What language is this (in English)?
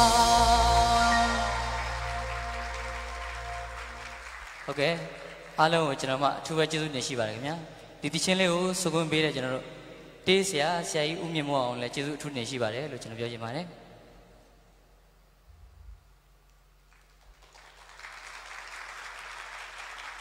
Burmese